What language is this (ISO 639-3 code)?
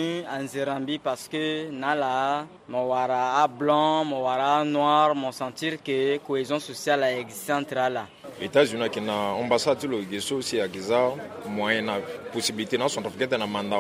sag